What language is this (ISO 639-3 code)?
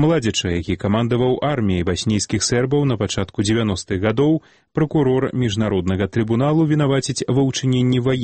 bel